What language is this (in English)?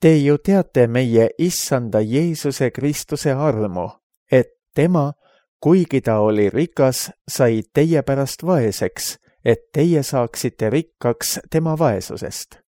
Estonian